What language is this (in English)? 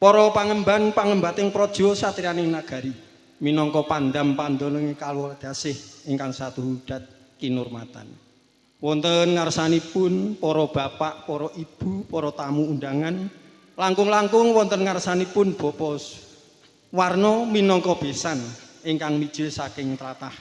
Javanese